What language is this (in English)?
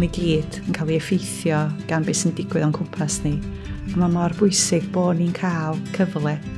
Welsh